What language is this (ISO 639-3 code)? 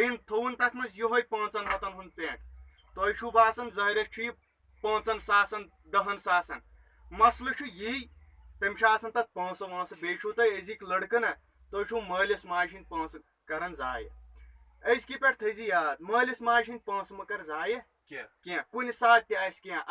kas